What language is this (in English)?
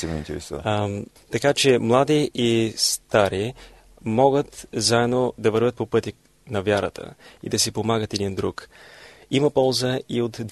Bulgarian